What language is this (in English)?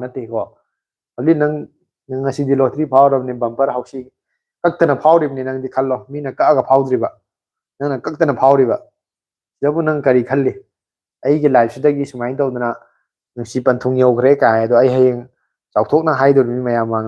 Manipuri